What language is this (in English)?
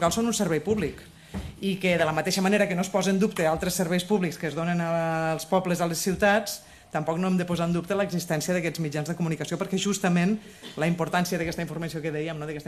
Catalan